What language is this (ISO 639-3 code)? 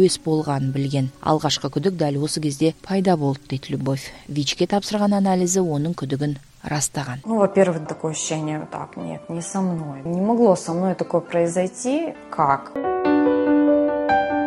kaz